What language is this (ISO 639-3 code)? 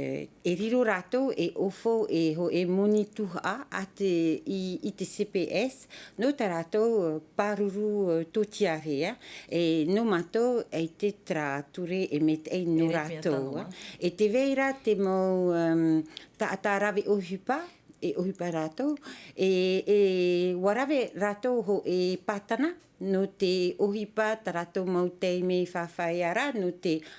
tah